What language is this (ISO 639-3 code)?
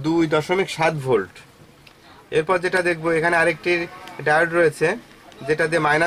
ben